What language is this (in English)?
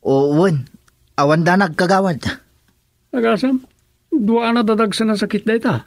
Iloko